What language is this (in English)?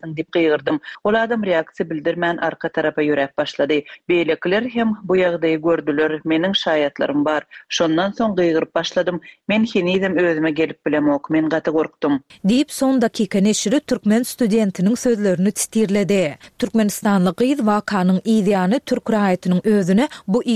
Turkmen